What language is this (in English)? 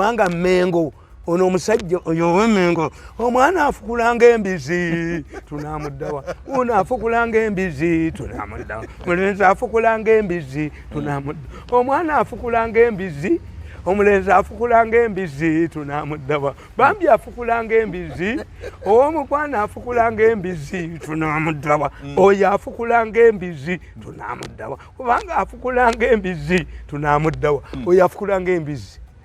Ganda